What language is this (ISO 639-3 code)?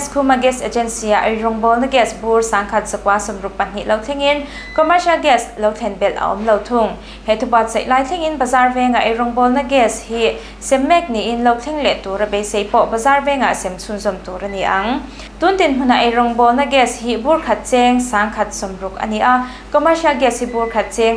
lus